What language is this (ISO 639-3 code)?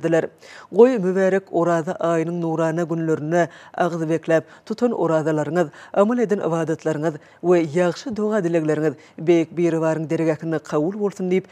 tuk